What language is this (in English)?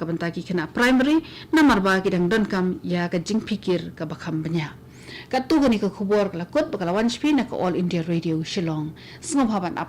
Khasi